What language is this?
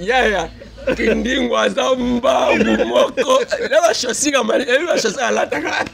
Lingala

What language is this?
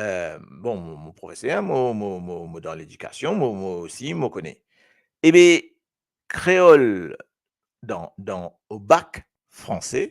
Morisyen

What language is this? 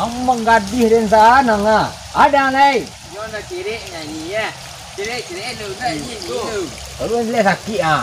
Minangkabau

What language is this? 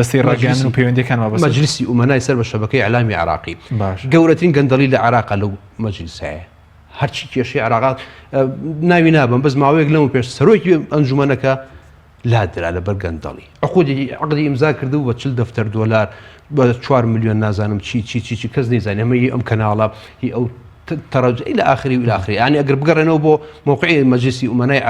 Central Kurdish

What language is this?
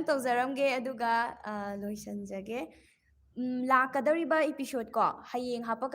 Manipuri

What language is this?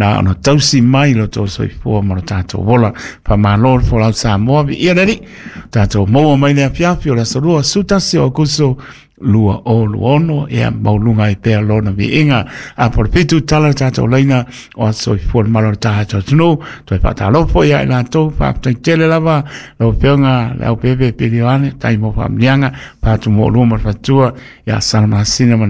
Samoan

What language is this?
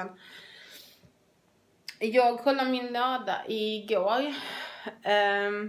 Swedish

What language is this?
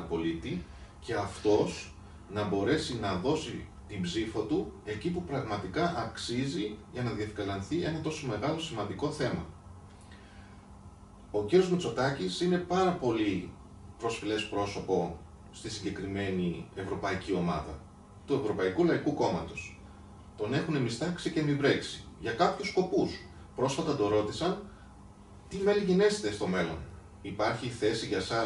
Greek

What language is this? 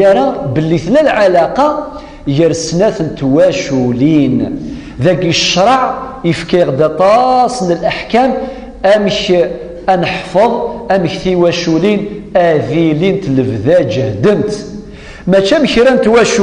Kabyle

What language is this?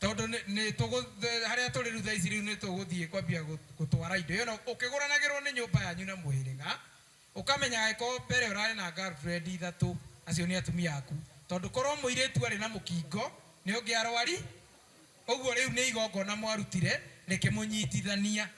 Kikuyu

